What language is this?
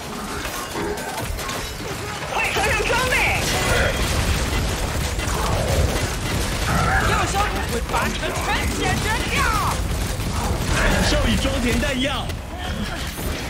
Chinese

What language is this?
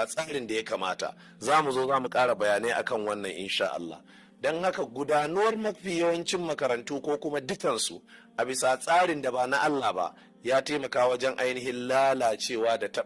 Hausa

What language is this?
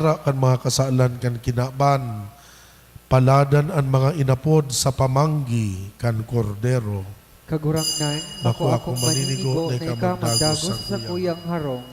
Bikol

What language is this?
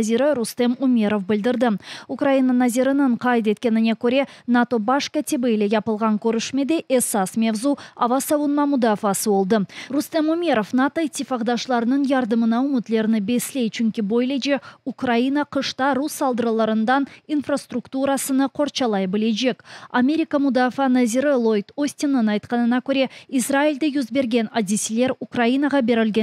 Crimean Tatar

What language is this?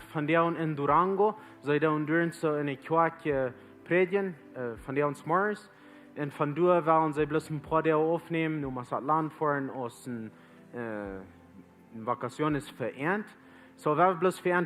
Plautdietsch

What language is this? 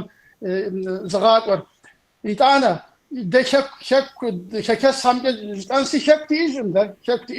Kabardian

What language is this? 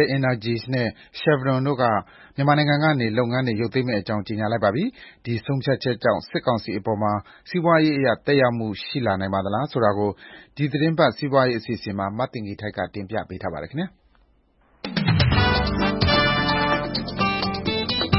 Burmese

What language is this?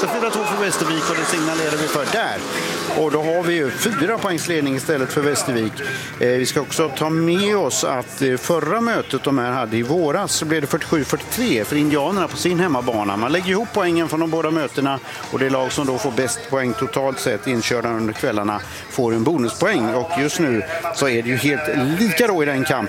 Swedish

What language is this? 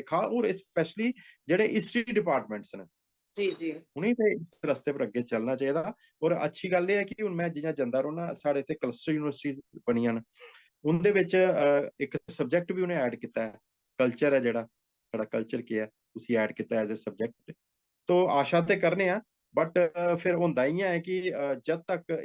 Dogri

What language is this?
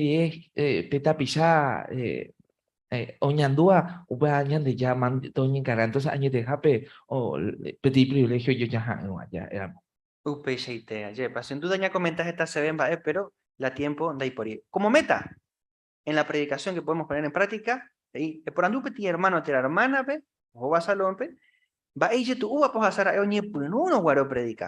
Guarani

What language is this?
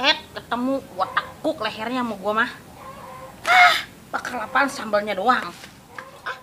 Betawi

